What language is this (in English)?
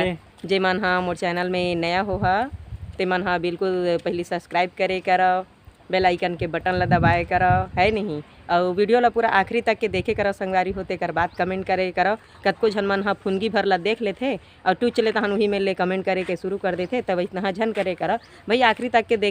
Chhattisgarhi